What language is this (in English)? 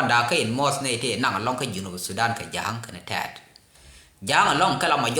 Nuer